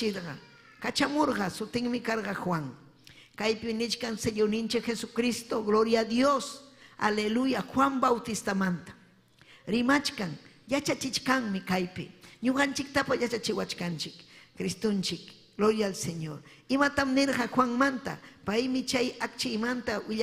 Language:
Ayacucho Quechua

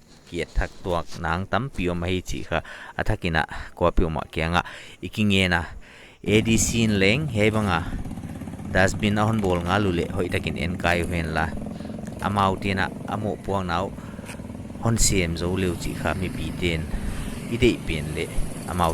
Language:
Paite Chin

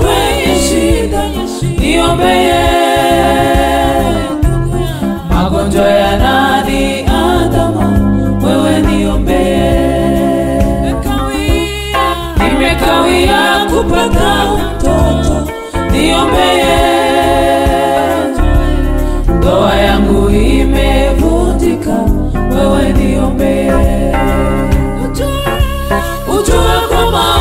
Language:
Swahili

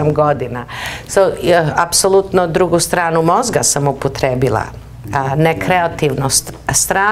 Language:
Serbian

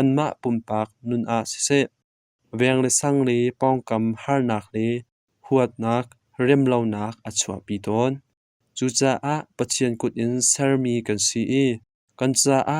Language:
Hakha Chin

